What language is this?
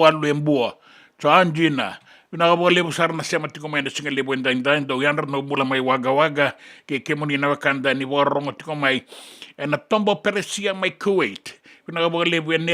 Fijian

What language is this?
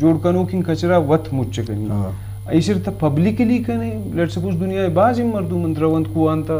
Eastern Balochi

